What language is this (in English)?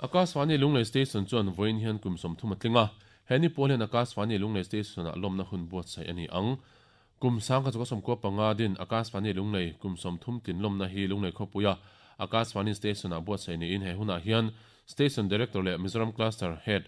Mizo